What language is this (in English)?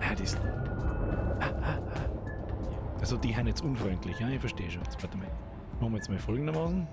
Bavarian